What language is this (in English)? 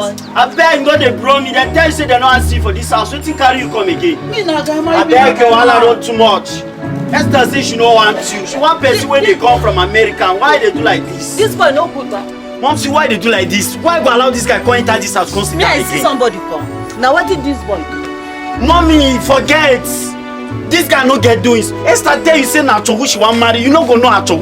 Nigerian Pidgin